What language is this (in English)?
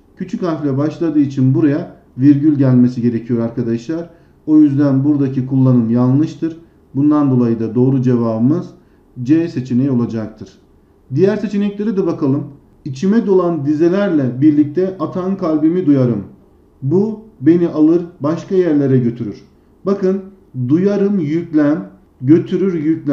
Turkish